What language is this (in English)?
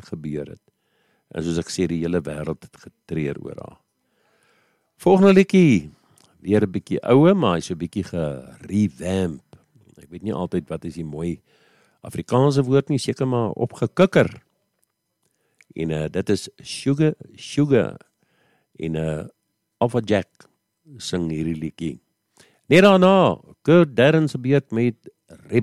Afrikaans